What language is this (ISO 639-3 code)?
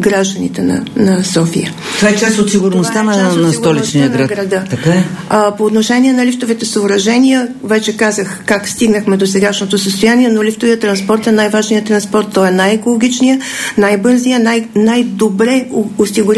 bul